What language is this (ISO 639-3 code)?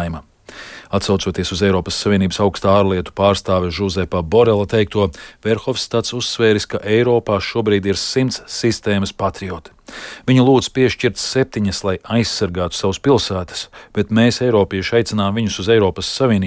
lav